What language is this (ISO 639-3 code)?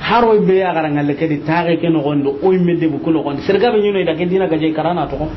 snk